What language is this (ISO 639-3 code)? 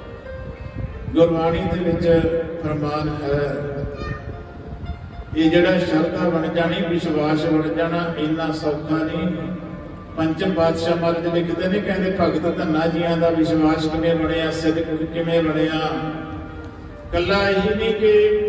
pan